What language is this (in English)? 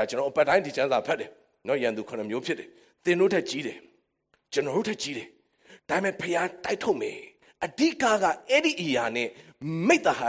Burmese